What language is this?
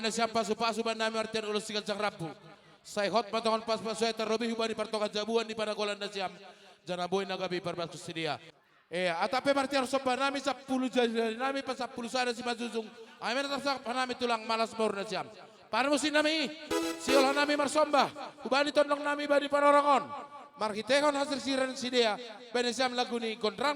Batak Simalungun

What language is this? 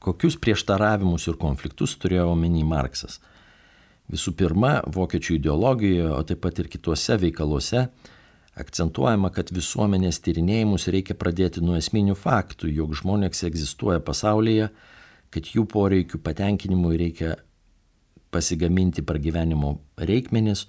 Lithuanian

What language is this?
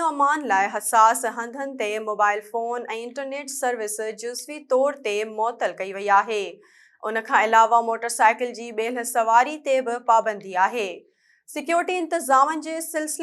Sindhi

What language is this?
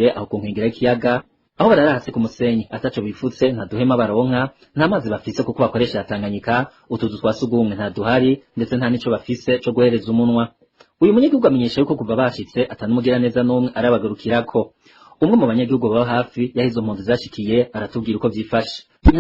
Rundi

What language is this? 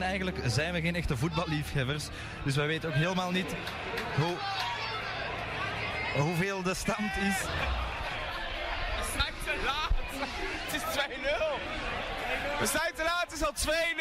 Dutch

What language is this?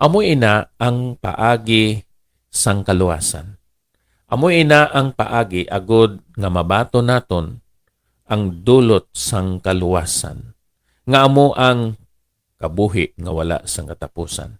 Hiligaynon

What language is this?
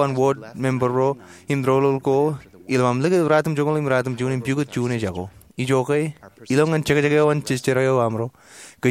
Marshallese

